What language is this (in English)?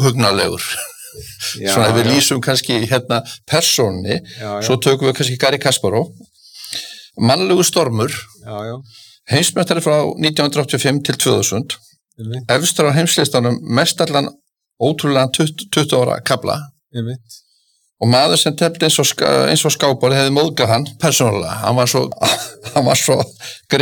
Icelandic